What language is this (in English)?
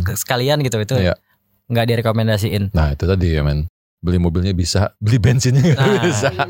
Indonesian